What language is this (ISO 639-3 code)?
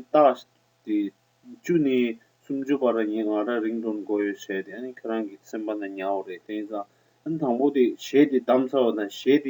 bod